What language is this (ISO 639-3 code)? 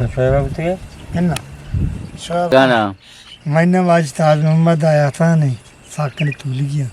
bgp